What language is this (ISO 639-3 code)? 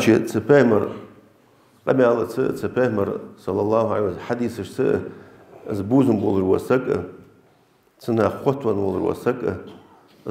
inh